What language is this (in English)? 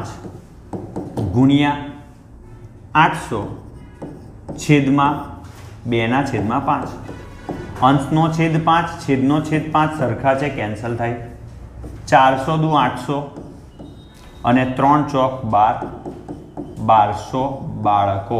Gujarati